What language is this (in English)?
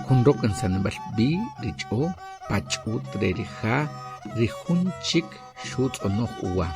Achi